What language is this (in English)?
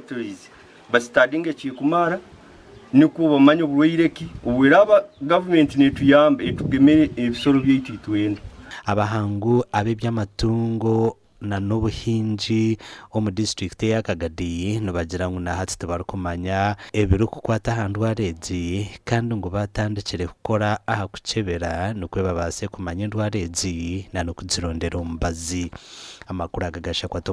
Nyankole